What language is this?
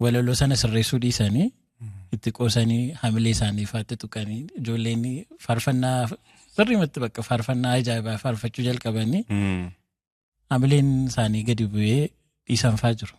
Oromo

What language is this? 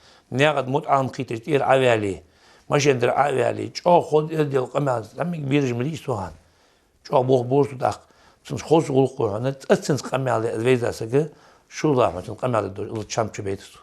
Ingush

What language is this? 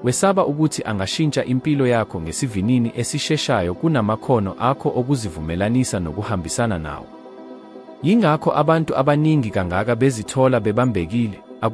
Zulu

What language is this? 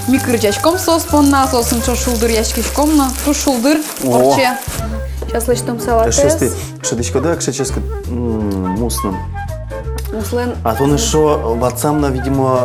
Udmurt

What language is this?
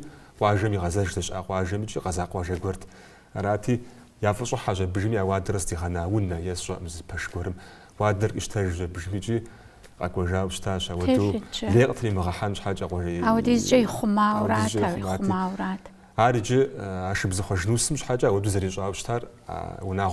Kabardian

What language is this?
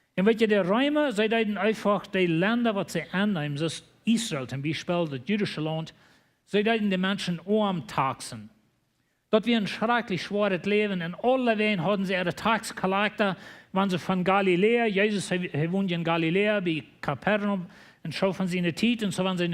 Plautdietsch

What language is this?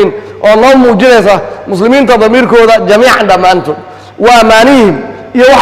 Somali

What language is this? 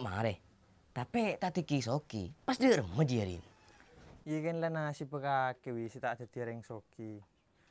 Madurese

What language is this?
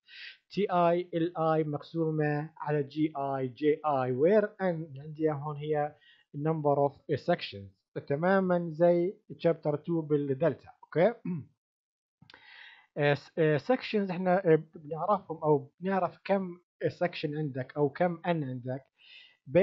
South Levantine Arabic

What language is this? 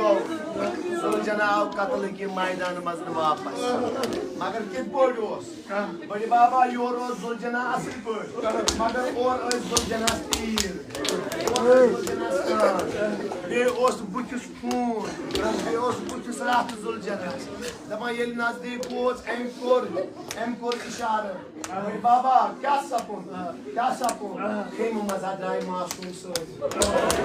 Kashmiri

